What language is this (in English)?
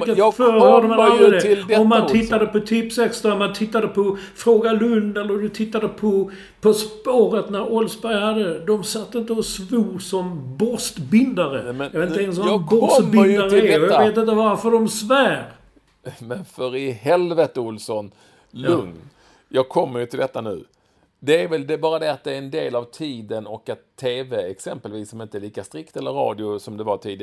Swedish